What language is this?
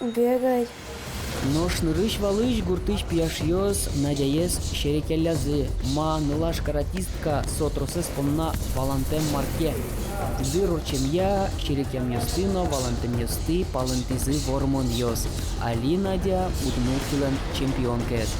Udmurt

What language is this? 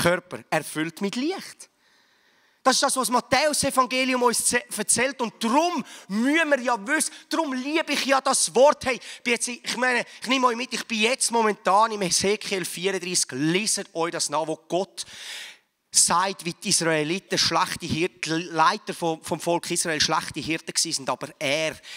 Swiss German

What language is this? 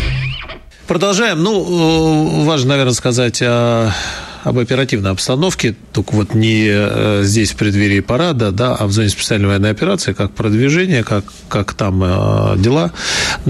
Russian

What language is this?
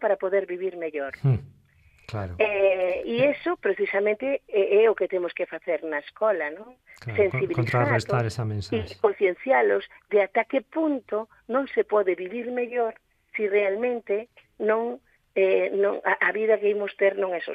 Galician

